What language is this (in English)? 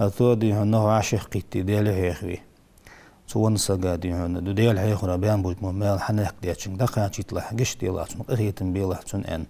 Ingush